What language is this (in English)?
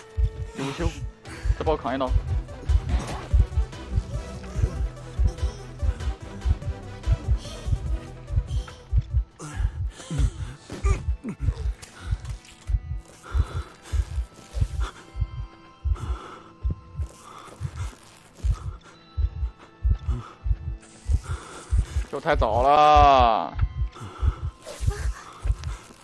Chinese